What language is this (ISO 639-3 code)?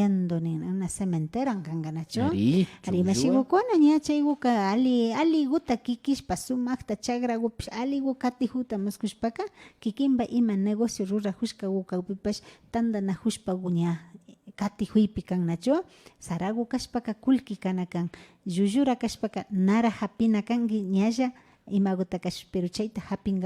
qvi